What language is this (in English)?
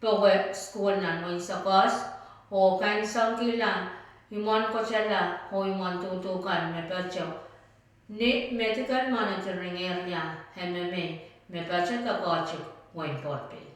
Pohnpeian